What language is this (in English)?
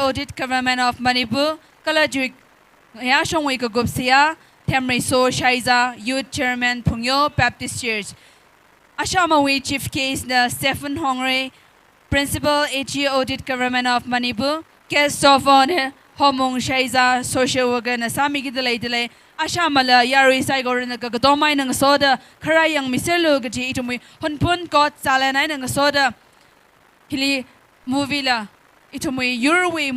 Tangkhul Naga (India)